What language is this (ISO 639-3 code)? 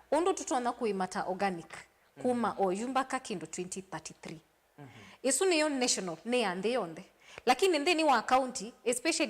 kam